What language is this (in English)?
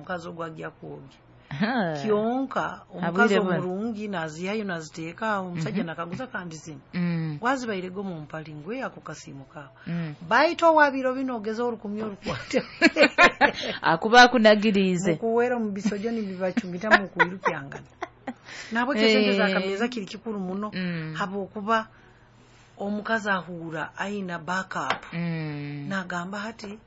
Nyoro